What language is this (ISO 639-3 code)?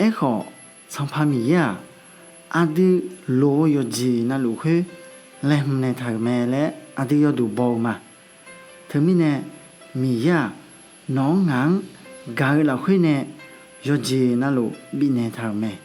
ahk